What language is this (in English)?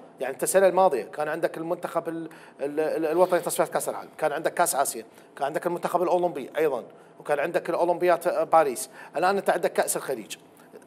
Mesopotamian Arabic